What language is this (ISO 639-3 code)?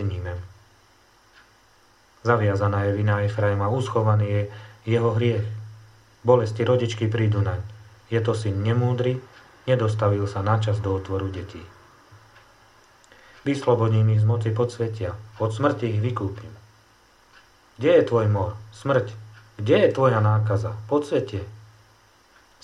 slk